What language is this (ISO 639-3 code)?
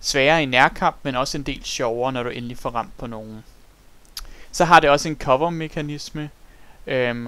dan